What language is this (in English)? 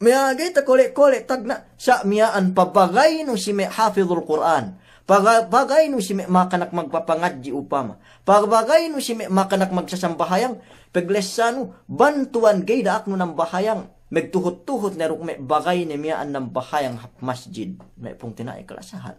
Yakan